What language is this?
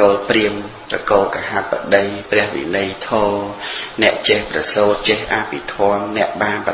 Khmer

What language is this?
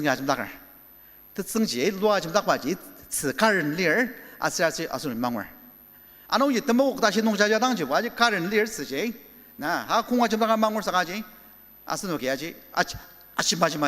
Ao Naga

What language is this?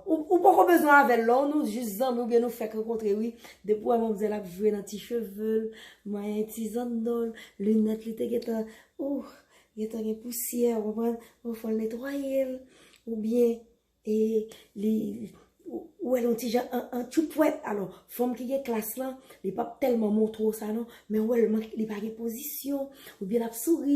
Haitian Creole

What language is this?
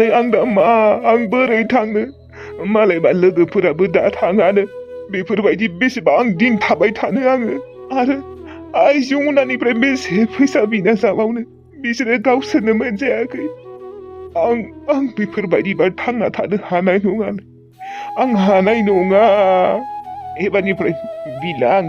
Bodo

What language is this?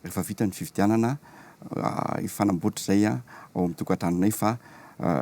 Malagasy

